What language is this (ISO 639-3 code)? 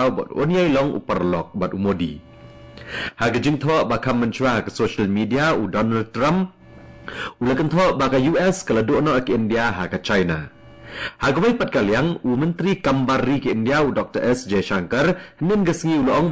kha